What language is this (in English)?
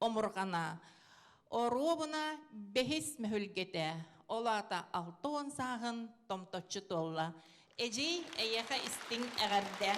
Yakut